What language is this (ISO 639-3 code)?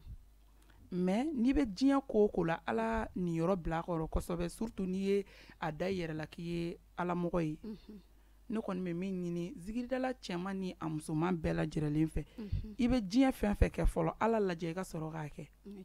bam